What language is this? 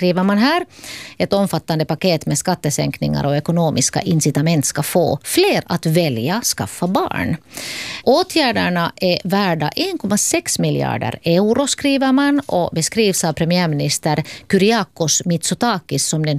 Swedish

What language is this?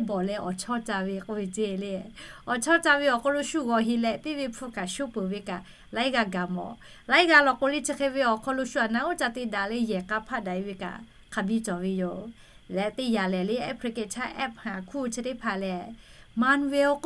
Lahu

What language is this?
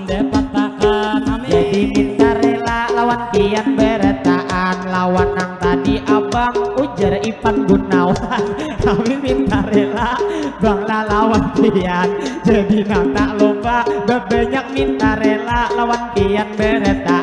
Banjar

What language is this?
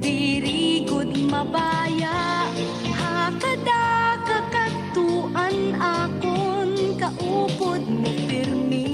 Waray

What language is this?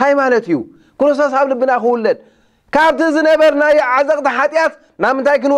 Tigrinya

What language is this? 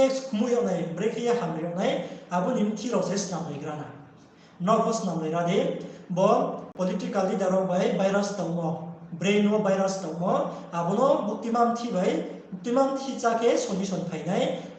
Riang (India)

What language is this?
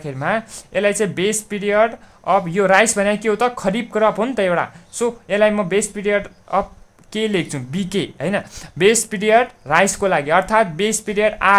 Nepali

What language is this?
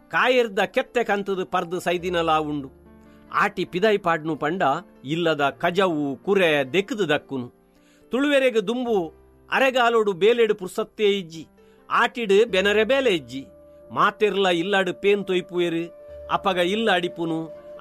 Tulu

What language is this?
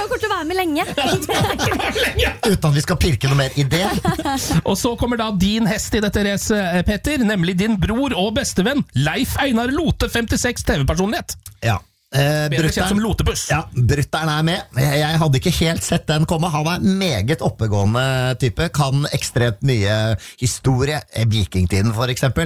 Norwegian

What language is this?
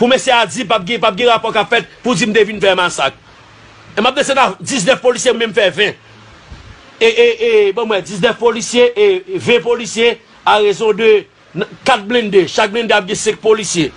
Haitian Creole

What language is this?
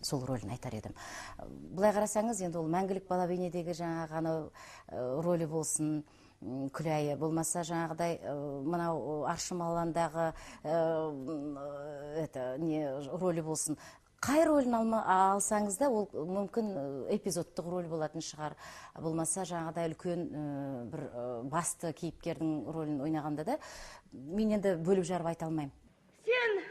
Kazakh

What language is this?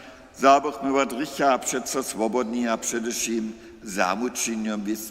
Upper Sorbian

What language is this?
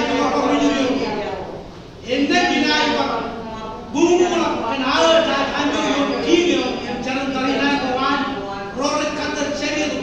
Marshallese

